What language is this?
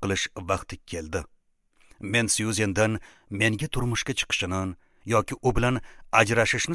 Uzbek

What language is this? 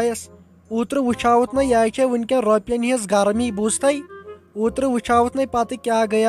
Kashmiri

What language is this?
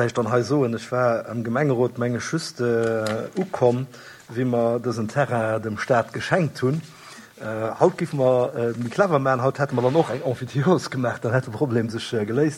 Luxembourgish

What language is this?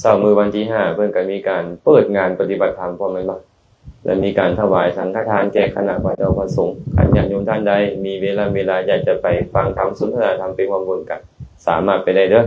Lao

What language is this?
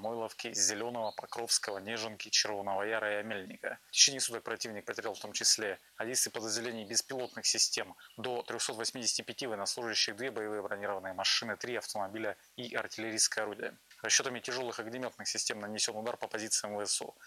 Russian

